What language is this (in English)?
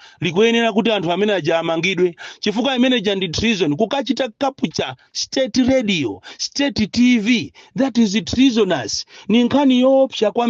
Nyanja